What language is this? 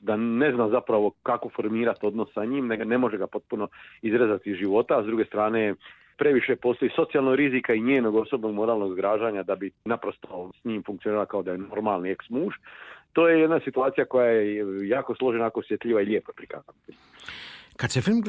Croatian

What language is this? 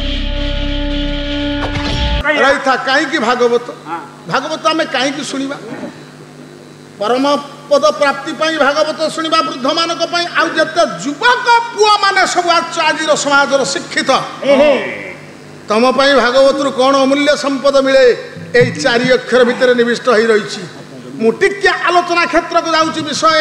Odia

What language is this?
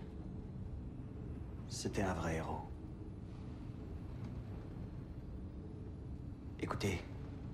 French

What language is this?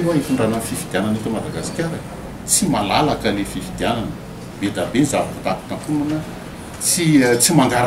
Malagasy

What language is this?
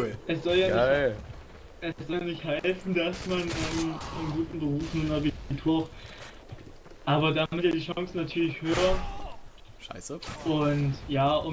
German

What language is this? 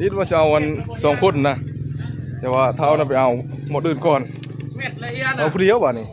Northeastern Thai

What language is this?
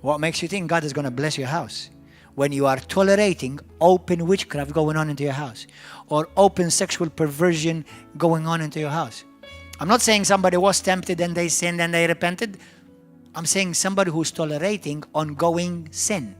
English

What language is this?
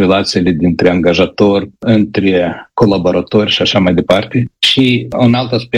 Romanian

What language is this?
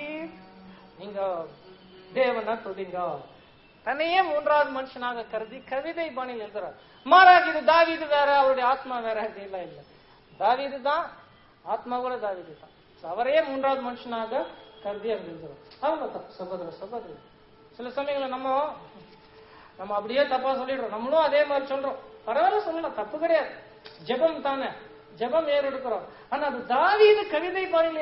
Tamil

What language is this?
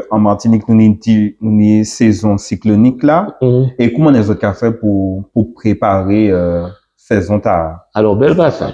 Guadeloupean Creole French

